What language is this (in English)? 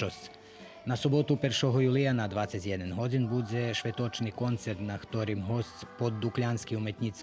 Rusyn